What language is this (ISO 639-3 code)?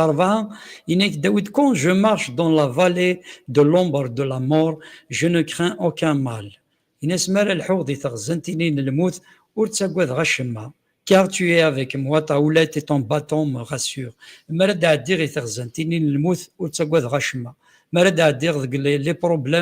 kab